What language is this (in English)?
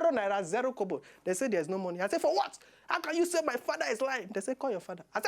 Nigerian Pidgin